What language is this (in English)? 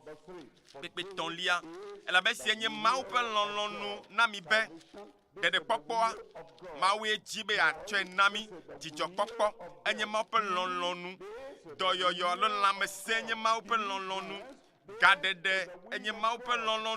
Ewe